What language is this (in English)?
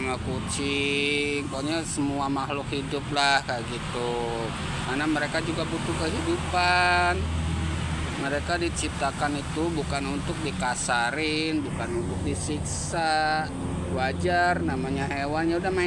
Indonesian